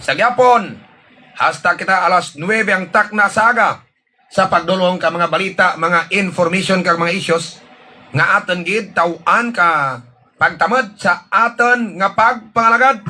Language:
Hiligaynon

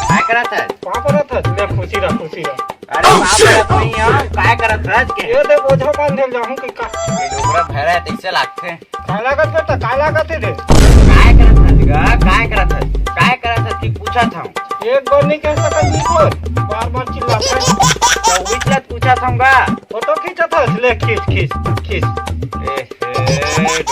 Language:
Chhattisgarhi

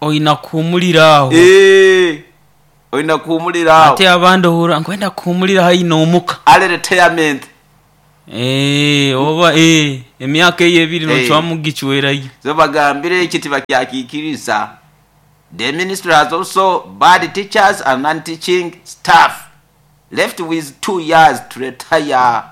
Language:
Nyoro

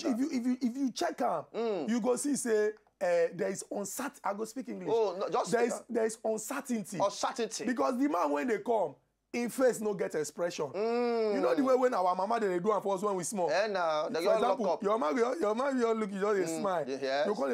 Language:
Nigerian Pidgin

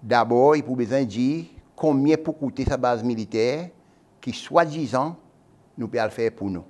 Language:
Seselwa Creole French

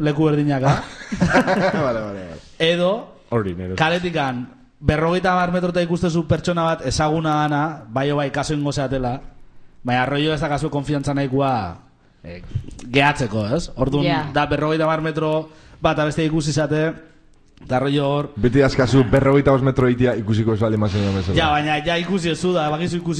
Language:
Basque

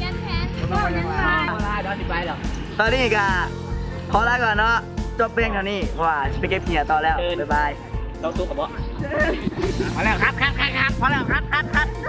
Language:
Lao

